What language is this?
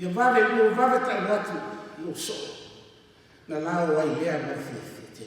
Samoan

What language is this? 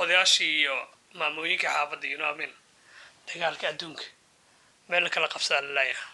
Somali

